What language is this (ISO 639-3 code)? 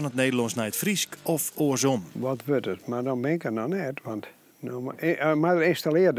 fry